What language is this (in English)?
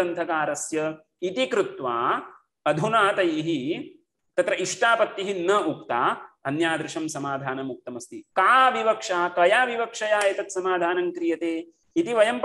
Sanskrit